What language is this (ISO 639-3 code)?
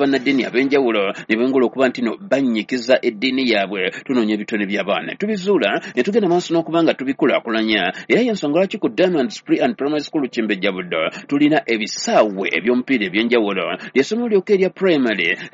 lug